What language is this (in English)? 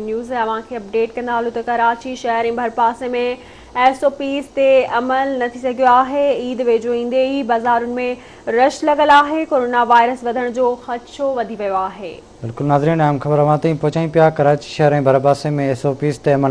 Sindhi